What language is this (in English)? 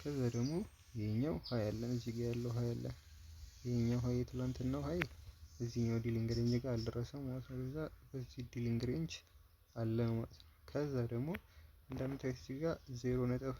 Amharic